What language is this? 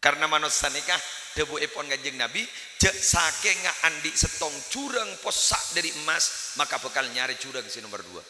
Madurese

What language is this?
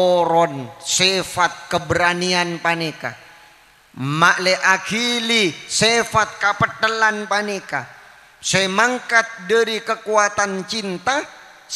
Madurese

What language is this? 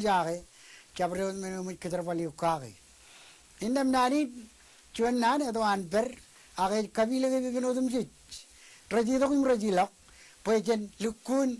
Marshallese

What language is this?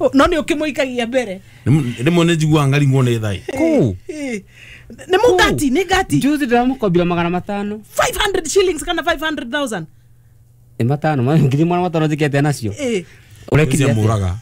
Kikuyu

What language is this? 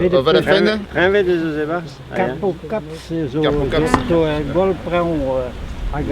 Breton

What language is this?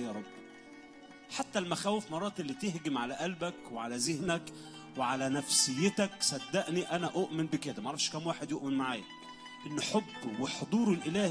Egyptian Arabic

